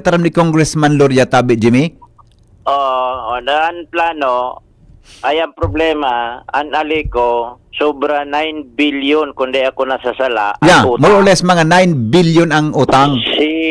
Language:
Bikol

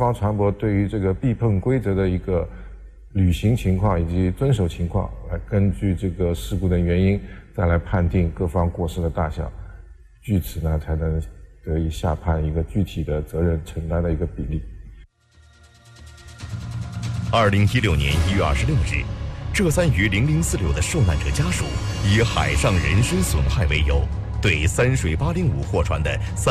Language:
Chinese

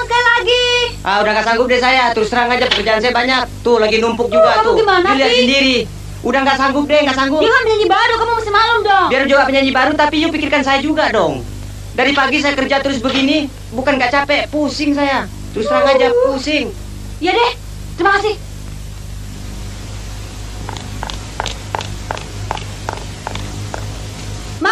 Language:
Indonesian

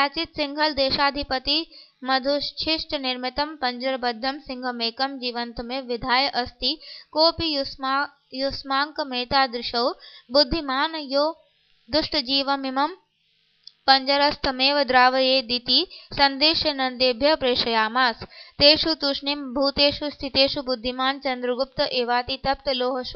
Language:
Sanskrit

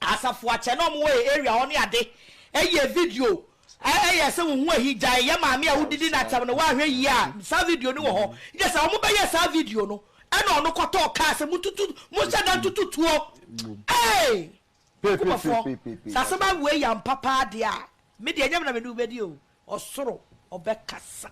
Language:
Akan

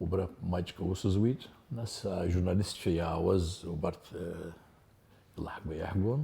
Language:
Abkhazian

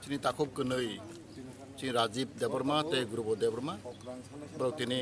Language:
Kok Borok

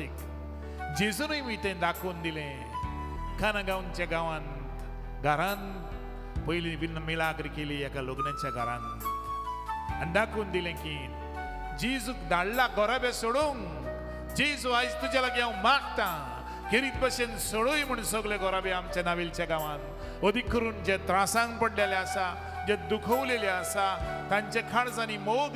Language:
Konkani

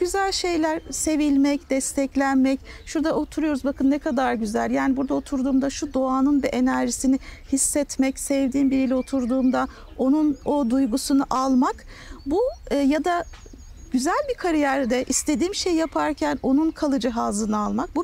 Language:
Turkish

